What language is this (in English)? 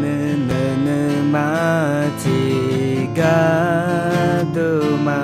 Akha